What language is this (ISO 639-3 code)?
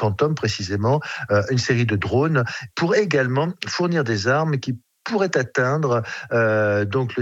fra